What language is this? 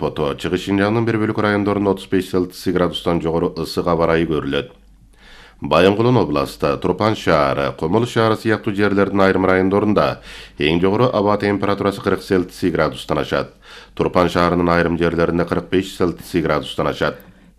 Kyrgyz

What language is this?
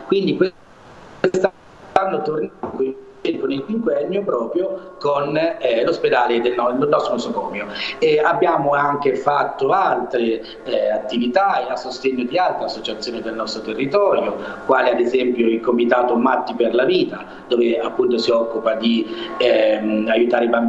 Italian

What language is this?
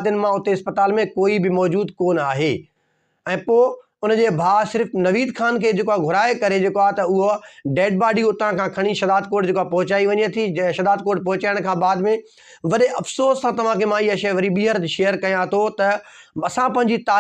Sindhi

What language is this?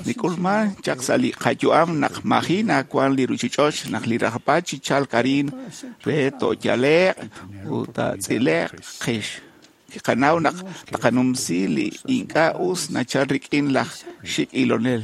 Kekchí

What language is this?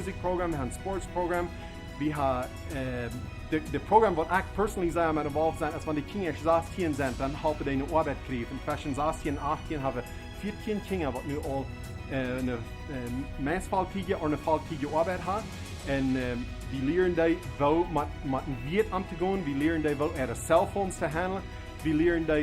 Plautdietsch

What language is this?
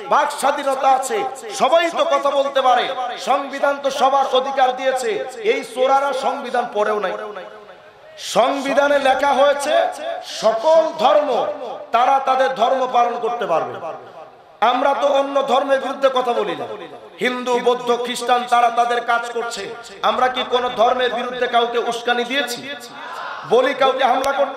Bangla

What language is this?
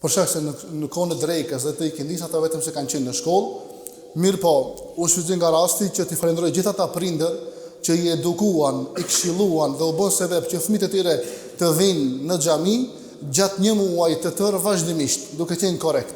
Albanian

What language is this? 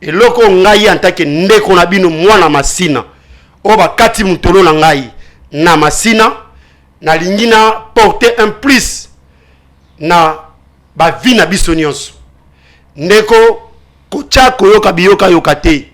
Lingala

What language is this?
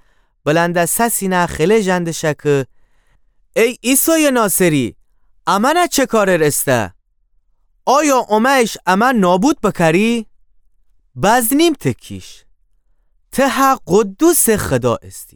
Gilaki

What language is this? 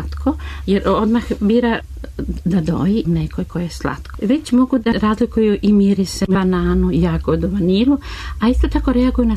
Serbian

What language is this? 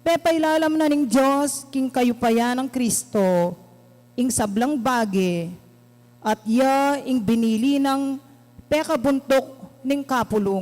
Pampanga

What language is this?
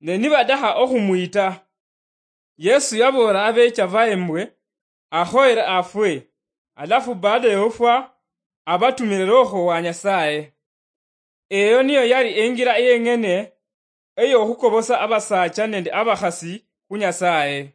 Luyia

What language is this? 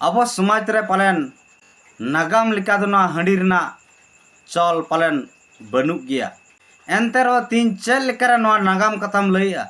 Santali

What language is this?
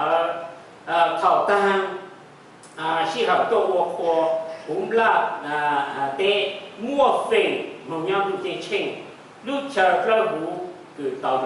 Hmong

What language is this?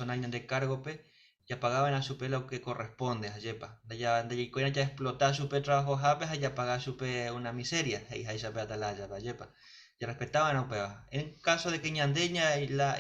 Guarani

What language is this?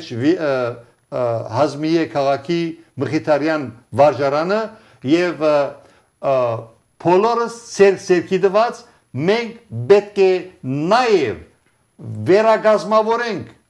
Armenian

